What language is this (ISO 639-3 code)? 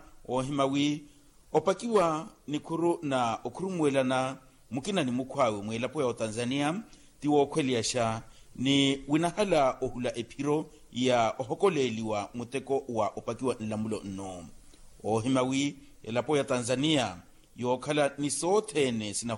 vmw